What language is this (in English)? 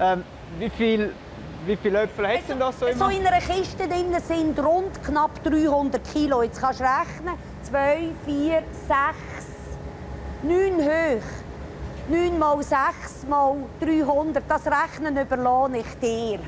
Romansh